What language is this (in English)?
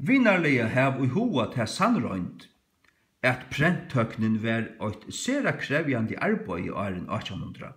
Faroese